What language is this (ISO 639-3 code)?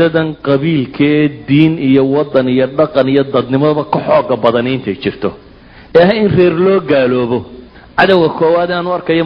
som